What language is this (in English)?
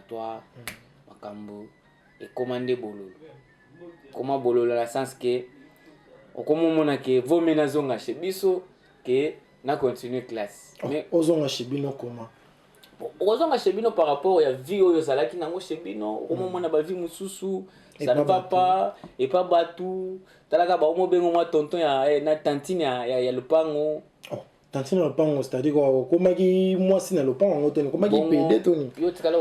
Lingala